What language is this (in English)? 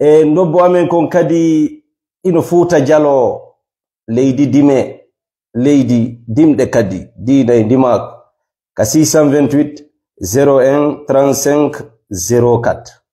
Fula